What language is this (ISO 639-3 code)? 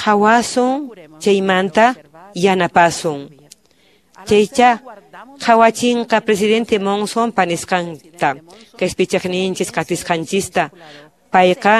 que